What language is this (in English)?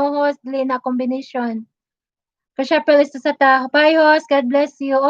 Cebuano